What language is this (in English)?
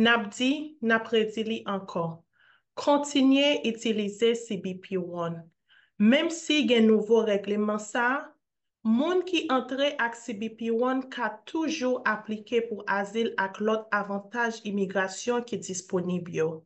Haitian Creole